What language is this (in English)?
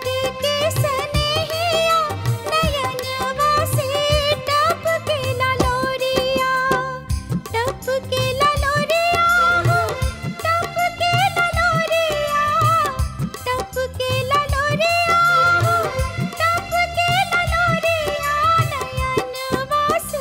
Bhojpuri